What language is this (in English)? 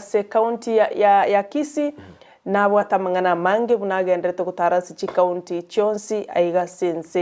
Gusii